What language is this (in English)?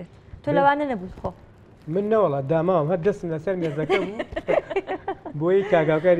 Central Kurdish